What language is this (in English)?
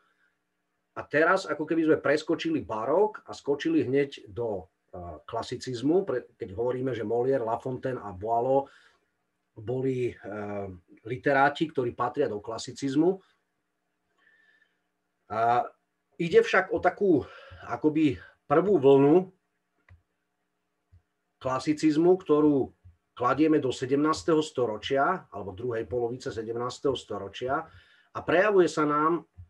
Slovak